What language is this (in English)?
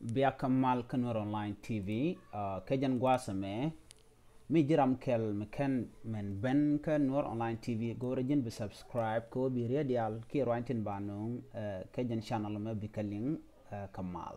Nuer